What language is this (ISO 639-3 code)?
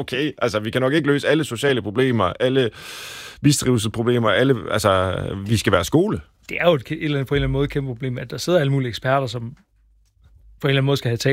dan